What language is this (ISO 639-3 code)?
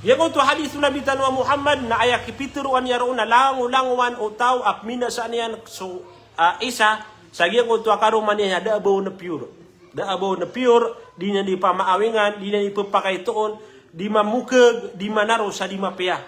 mrw